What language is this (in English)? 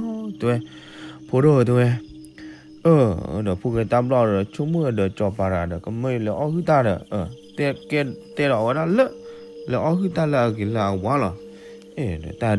S'gaw Karen